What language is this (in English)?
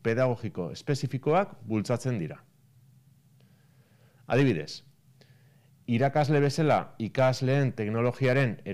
Basque